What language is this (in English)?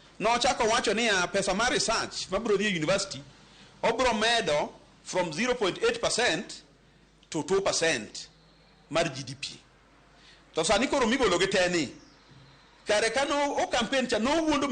Luo (Kenya and Tanzania)